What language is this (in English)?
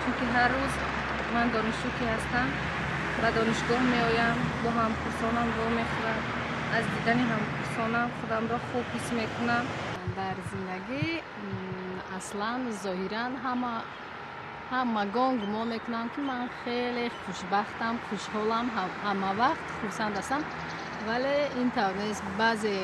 Tajik